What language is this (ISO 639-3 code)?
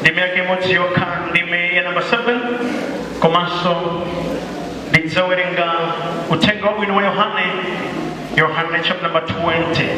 nya